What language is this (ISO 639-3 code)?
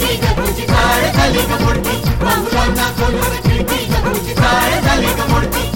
mar